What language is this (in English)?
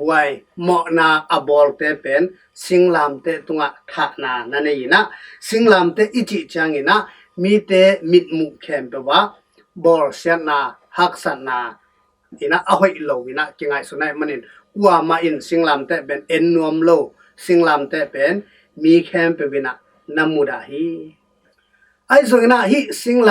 Tedim Chin